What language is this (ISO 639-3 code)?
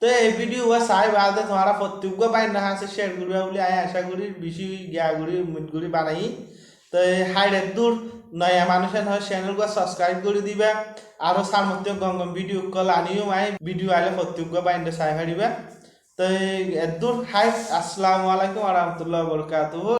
rhg